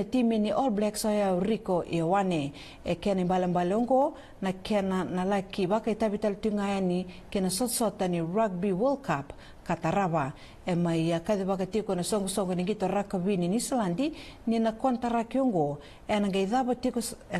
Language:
Fijian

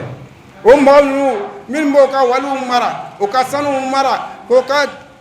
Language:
Bambara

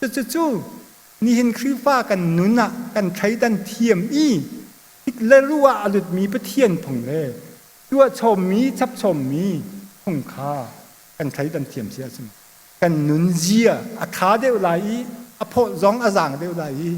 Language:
Hakha Chin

